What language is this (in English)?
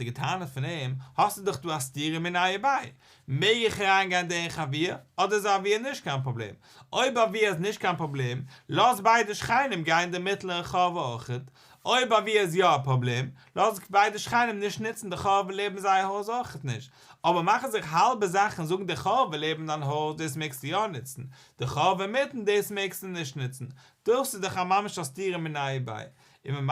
Yiddish